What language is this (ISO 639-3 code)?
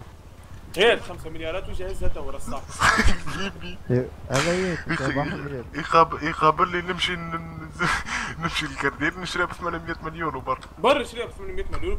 aeb